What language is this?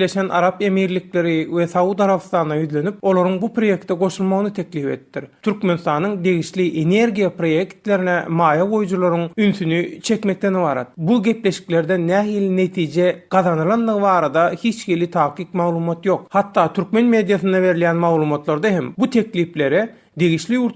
Turkmen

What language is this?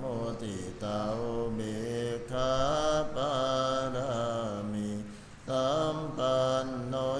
Pali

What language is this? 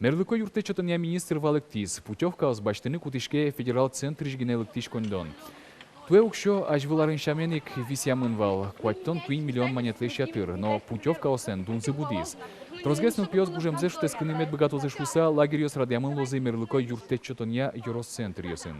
Udmurt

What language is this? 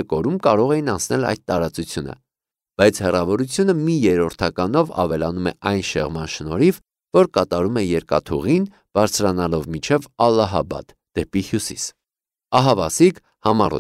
Armenian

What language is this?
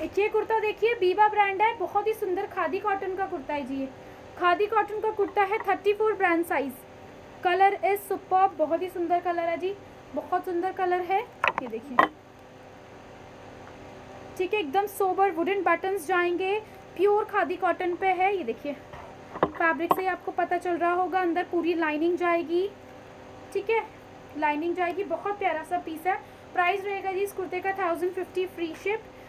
Hindi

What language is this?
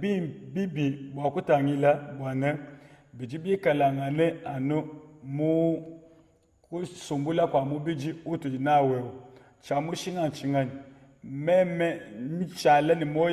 Luba-Lulua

